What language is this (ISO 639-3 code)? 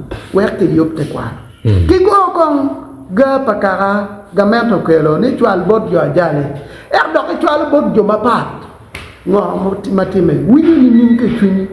ach